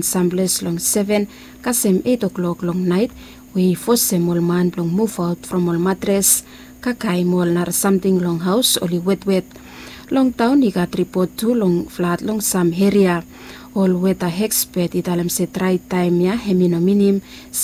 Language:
Bislama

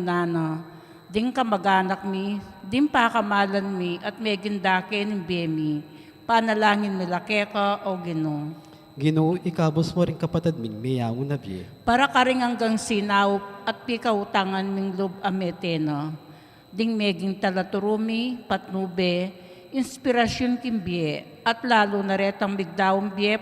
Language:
Pampanga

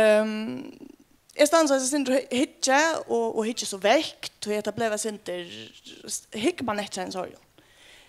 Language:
Faroese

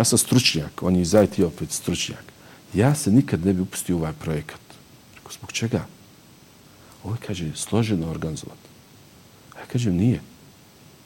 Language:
Bosnian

